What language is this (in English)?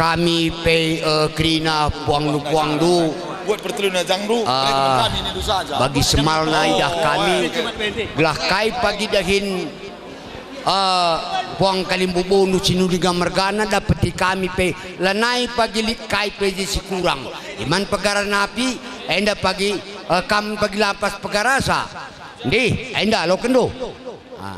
Batak Karo